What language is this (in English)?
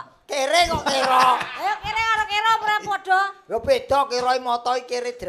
Javanese